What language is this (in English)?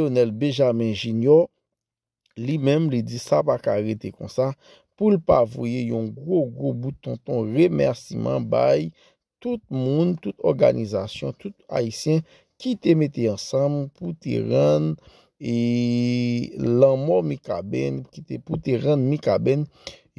Haitian Creole